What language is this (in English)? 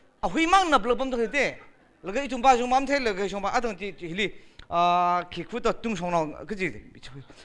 Tangkhul Naga (India)